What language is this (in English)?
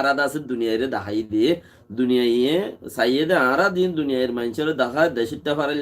Rohingya